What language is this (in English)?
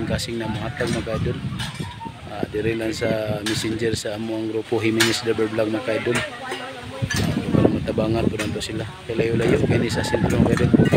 Cebuano